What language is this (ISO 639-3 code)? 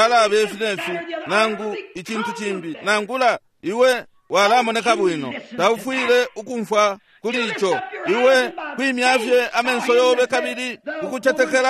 bem